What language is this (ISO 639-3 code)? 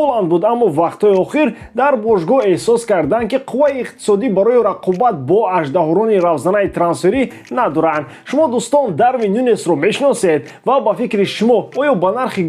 tgk